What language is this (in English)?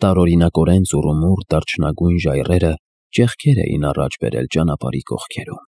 Armenian